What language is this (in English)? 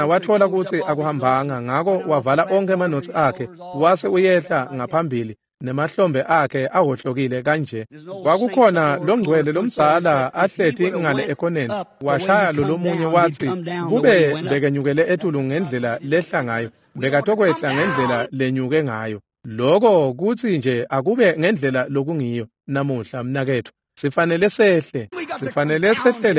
Swati